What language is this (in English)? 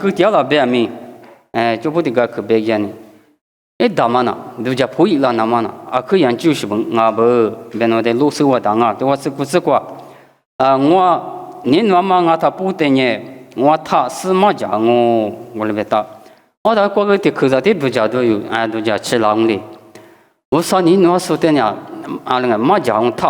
Lisu